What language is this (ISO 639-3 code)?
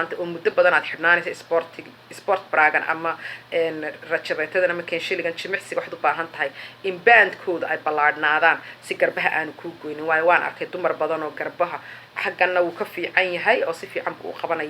som